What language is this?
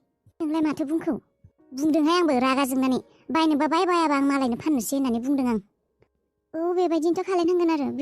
Bodo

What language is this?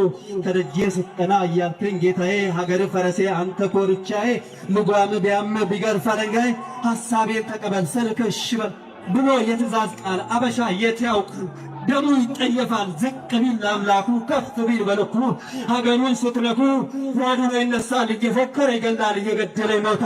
Amharic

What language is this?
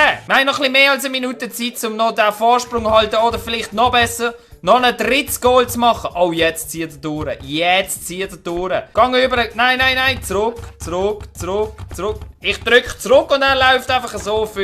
Swiss German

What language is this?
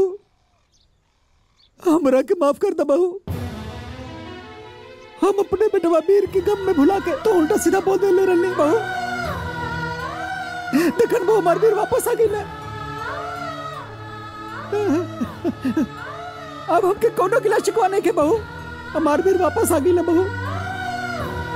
Bhojpuri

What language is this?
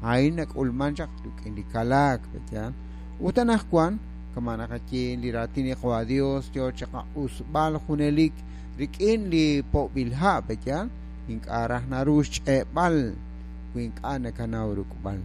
Kekchí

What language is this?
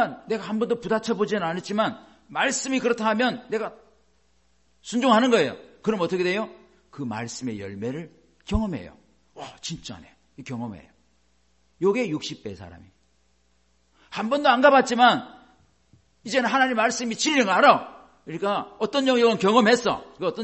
Korean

